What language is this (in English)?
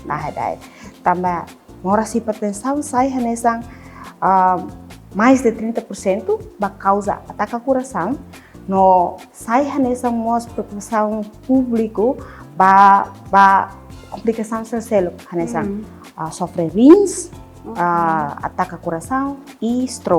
Tetum